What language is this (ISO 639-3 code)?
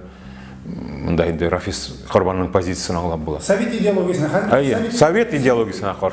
tat